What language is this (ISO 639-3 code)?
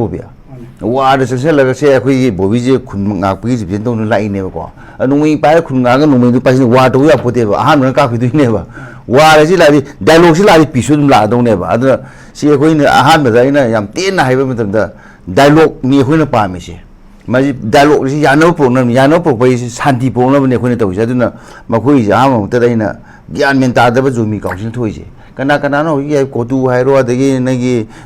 mni